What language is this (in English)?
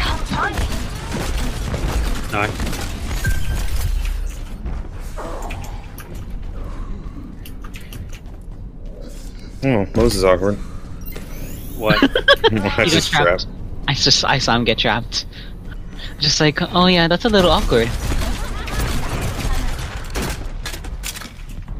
English